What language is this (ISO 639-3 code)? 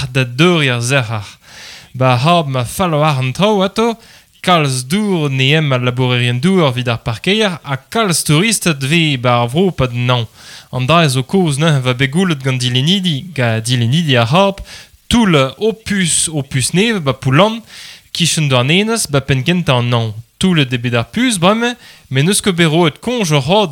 bre